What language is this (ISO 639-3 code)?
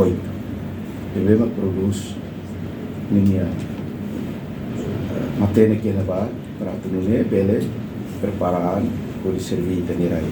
tet